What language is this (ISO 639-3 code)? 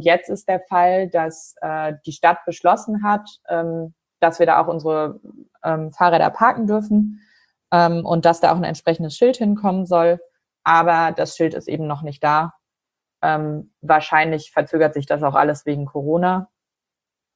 deu